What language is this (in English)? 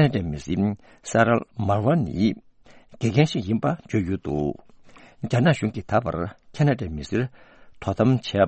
Tibetan